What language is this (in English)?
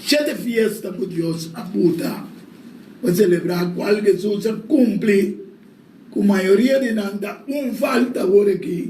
Papiamento